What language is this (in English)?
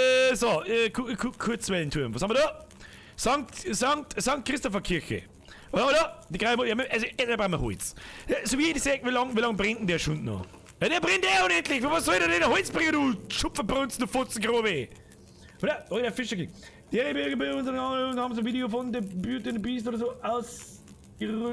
Bavarian